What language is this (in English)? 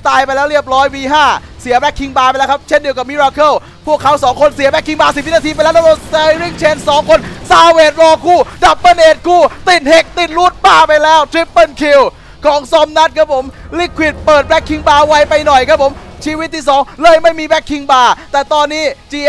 Thai